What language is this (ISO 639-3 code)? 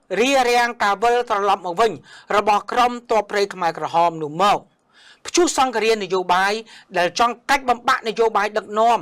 khm